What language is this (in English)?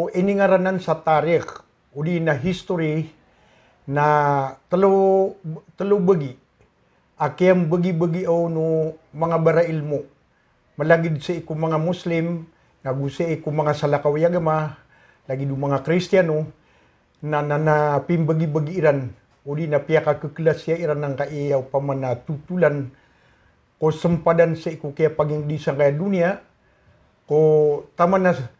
Maranao